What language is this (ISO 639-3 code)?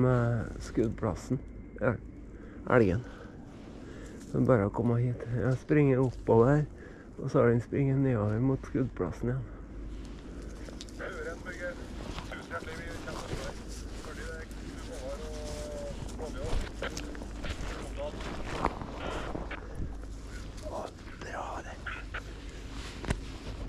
nor